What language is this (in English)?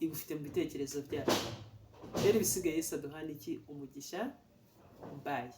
Kinyarwanda